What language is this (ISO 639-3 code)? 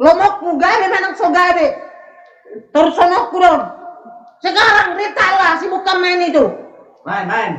bbc